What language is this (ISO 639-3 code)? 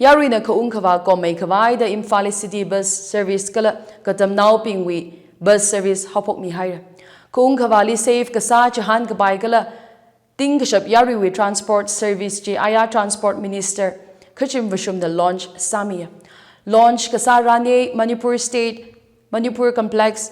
nmf